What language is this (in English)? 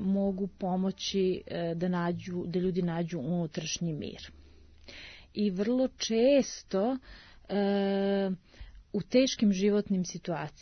Serbian